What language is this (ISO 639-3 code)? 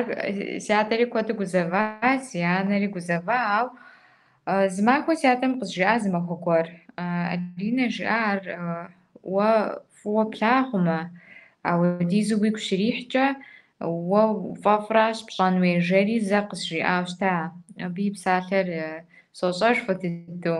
kbd